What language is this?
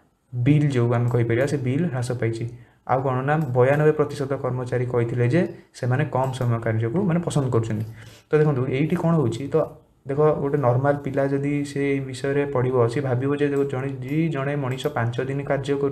Odia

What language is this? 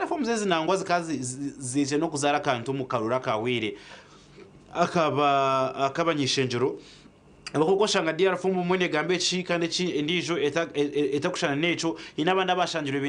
Nyankole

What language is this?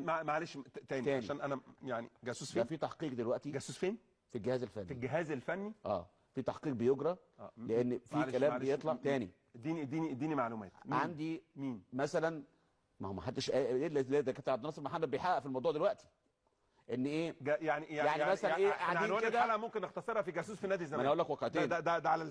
Egyptian Arabic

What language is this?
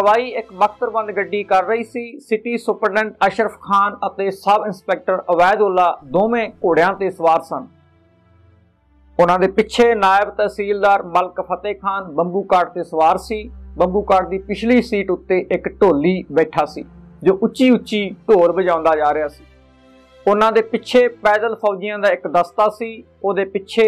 Punjabi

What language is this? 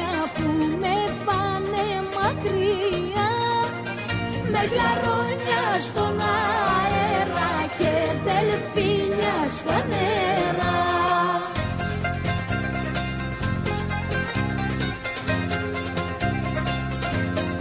Greek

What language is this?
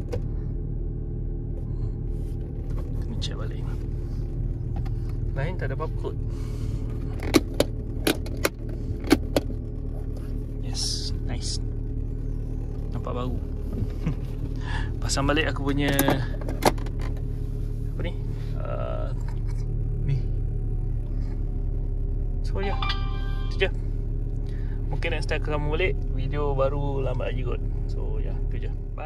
Malay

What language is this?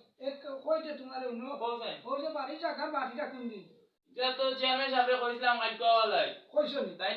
Sylheti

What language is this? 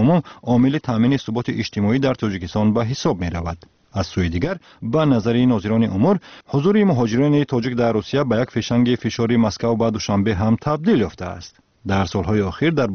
Tajik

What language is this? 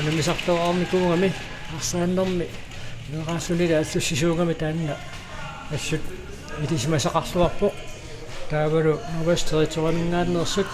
Kalaallisut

